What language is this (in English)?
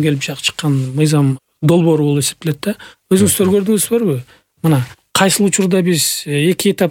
Kyrgyz